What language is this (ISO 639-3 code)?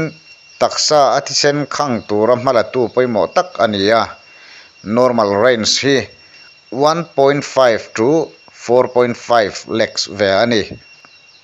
lus